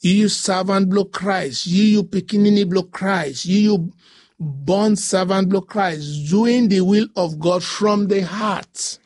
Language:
Bislama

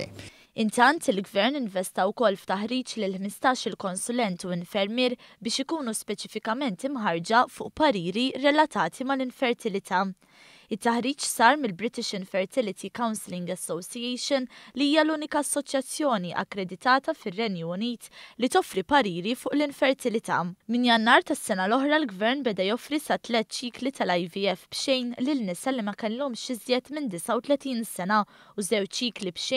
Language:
Maltese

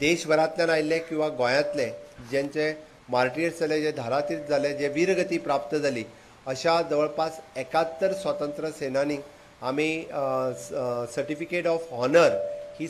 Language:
Konkani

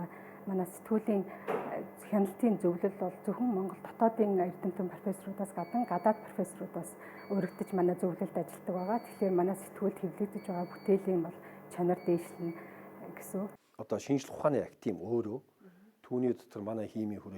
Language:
Mongolian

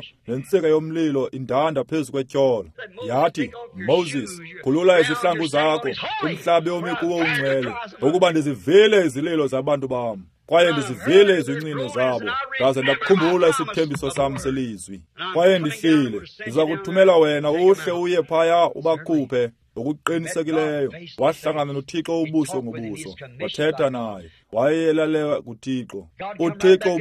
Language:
Xhosa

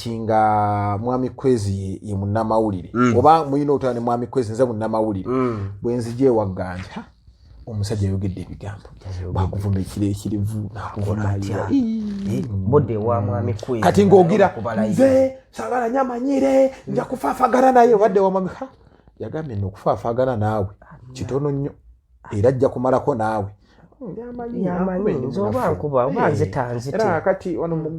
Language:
Ganda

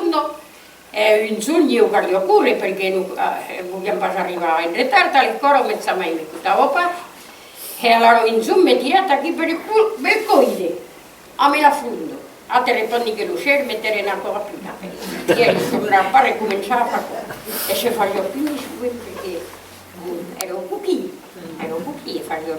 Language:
Occitan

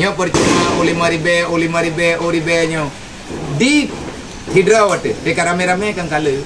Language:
Achinese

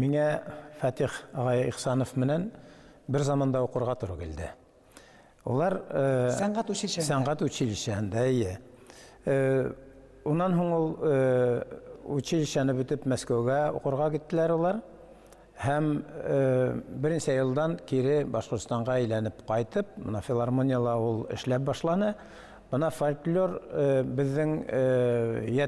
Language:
Bashkir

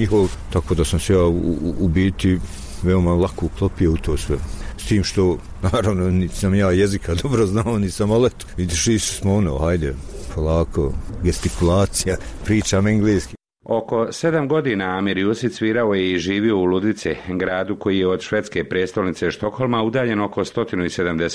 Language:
Bosnian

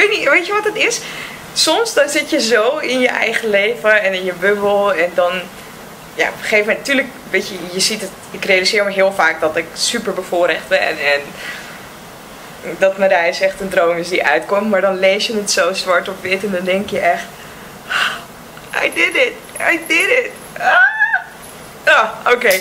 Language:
Dutch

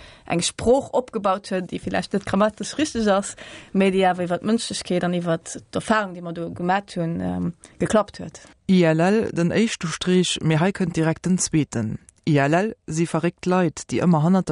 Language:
Luxembourgish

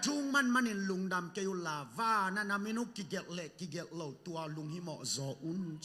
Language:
Tedim Chin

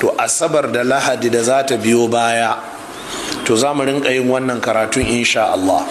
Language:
Hausa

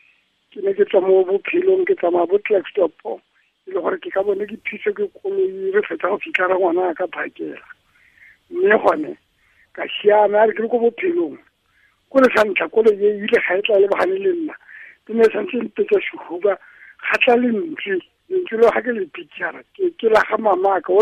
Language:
Tswana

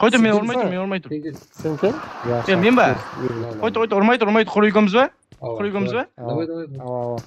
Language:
Kara-Kalpak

